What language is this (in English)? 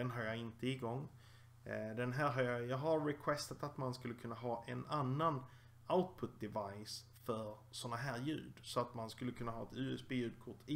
Swedish